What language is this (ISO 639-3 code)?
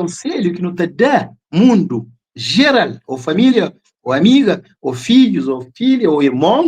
kea